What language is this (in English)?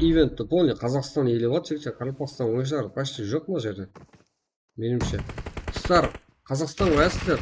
Kara-Kalpak